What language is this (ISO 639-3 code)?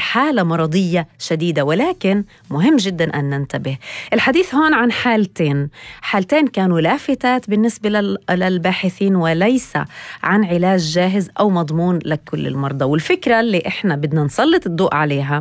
apc